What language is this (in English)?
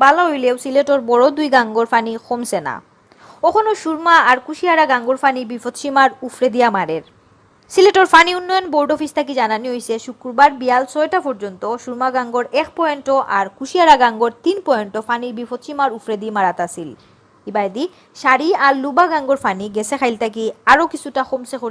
Sylheti